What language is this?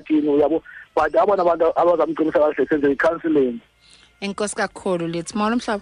Xhosa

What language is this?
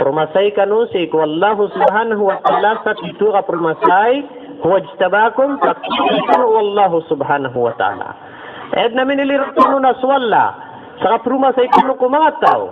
Maranao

